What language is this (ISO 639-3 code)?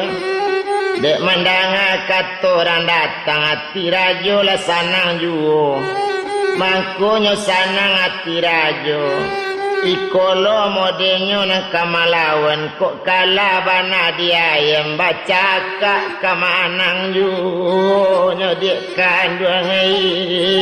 min